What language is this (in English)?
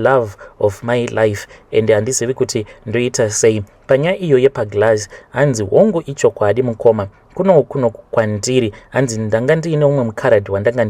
Shona